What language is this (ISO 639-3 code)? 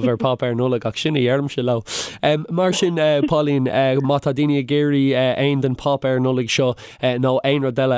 gle